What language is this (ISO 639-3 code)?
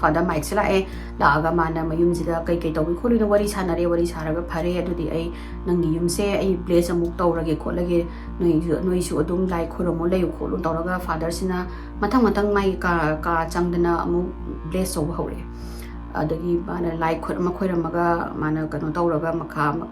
mni